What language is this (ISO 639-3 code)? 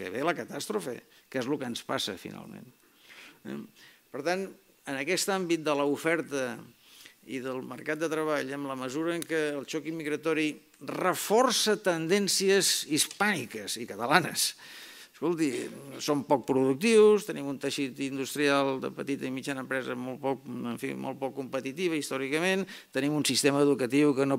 cat